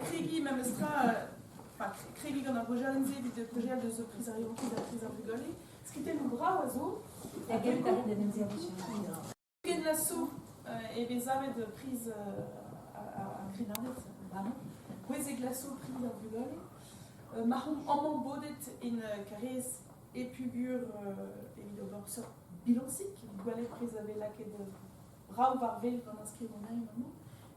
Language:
Breton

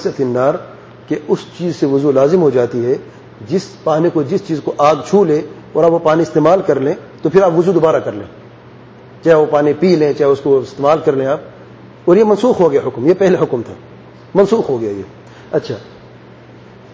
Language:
Urdu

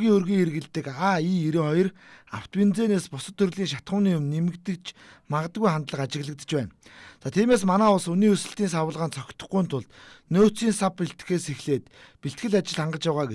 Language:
Mongolian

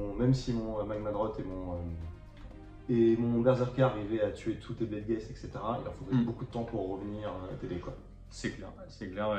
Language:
French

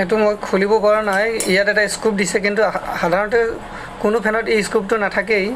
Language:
Assamese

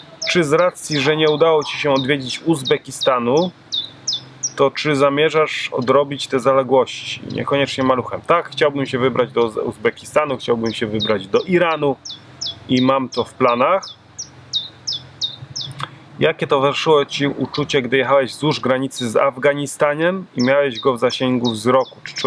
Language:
Polish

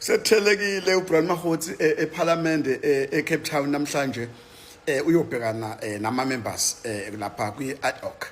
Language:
Zulu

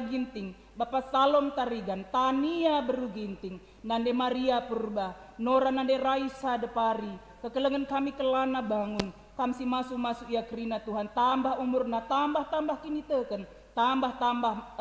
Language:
Batak Karo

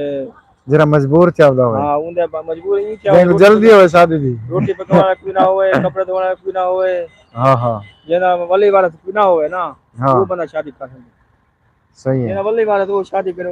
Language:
Saraiki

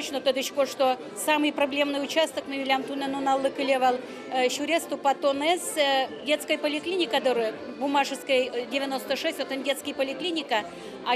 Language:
Udmurt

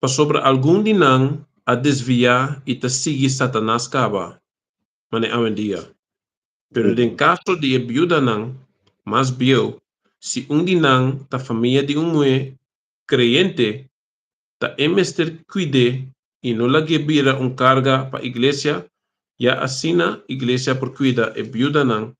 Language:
Papiamento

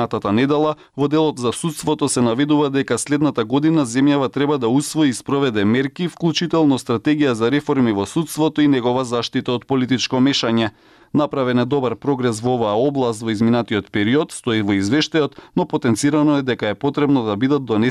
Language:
Macedonian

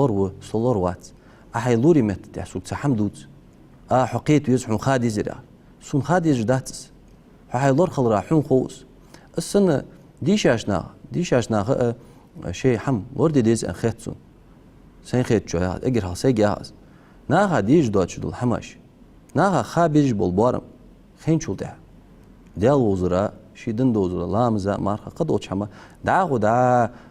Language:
Ingush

